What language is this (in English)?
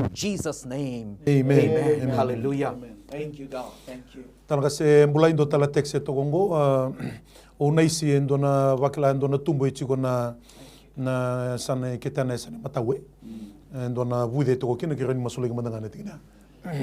Fijian